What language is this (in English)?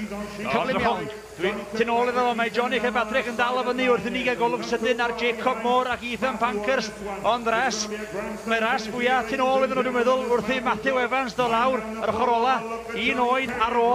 Welsh